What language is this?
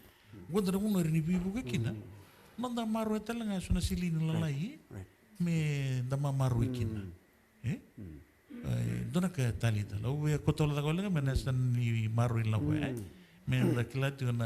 Fijian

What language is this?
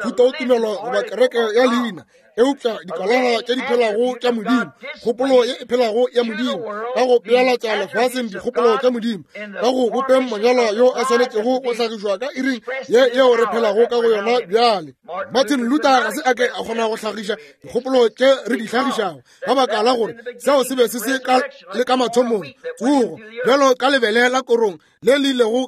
Northern Sotho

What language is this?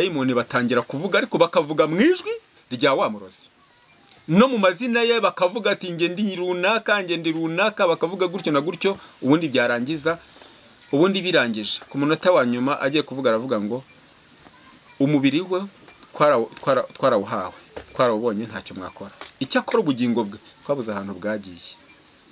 Kinyarwanda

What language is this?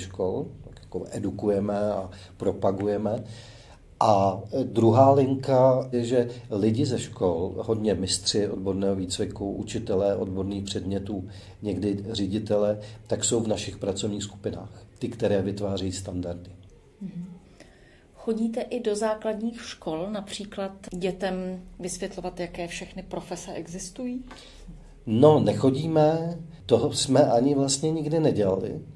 Czech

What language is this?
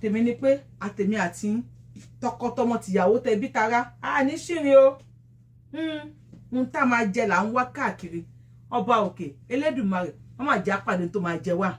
Yoruba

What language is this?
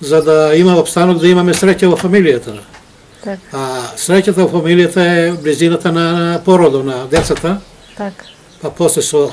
Macedonian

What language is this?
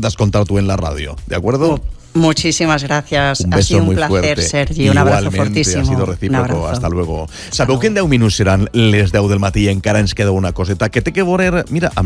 Spanish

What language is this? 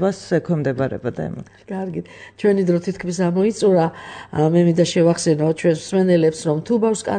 Georgian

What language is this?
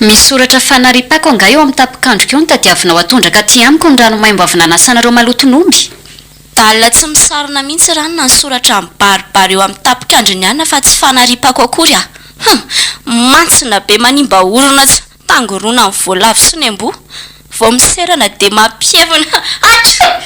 Malagasy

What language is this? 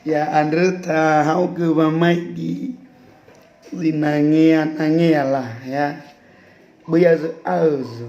Nias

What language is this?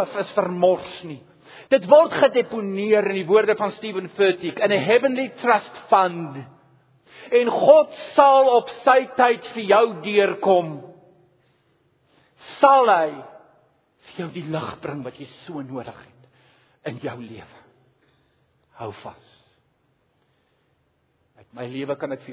Afrikaans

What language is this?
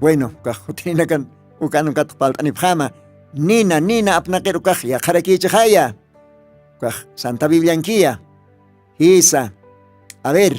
Aymara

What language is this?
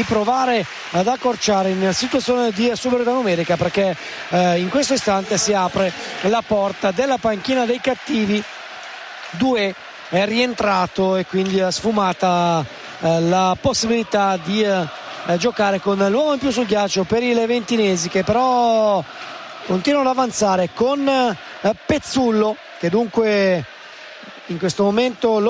Italian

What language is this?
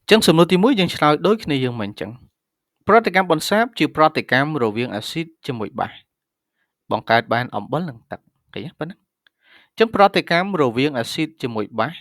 Khmer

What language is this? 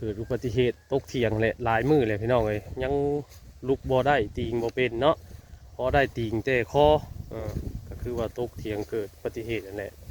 Northeastern Thai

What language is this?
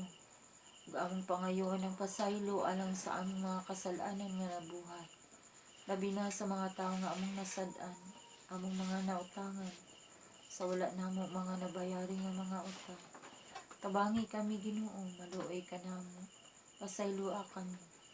Cebuano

